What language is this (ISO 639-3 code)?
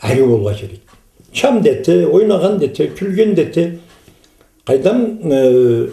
krc